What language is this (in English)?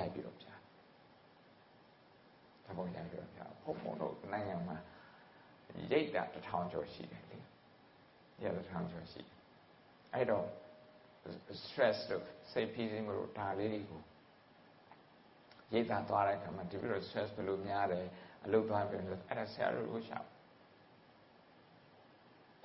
Burmese